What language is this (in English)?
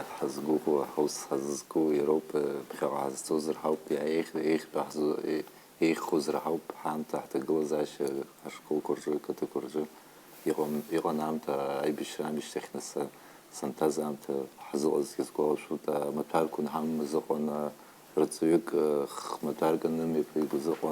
Abkhazian